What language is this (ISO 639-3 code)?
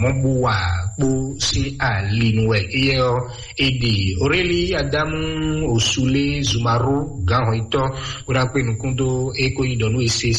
fon